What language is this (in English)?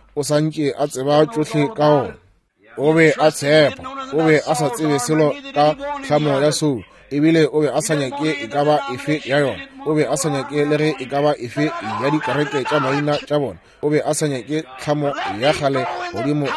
Northern Sotho